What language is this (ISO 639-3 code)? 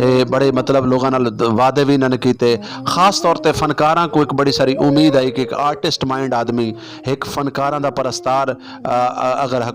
skr